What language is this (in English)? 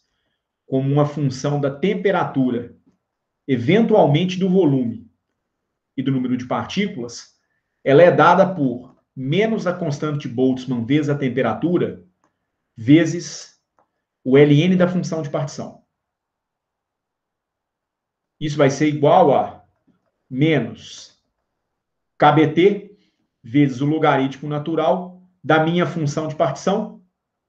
Portuguese